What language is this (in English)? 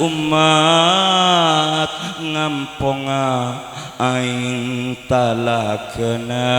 Madurese